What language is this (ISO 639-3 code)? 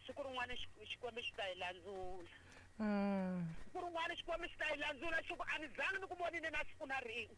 tso